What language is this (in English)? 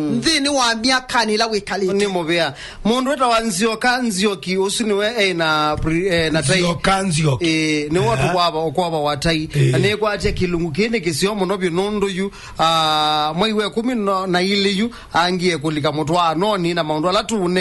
Kamba